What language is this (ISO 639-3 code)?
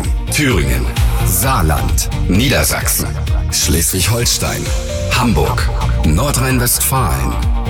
deu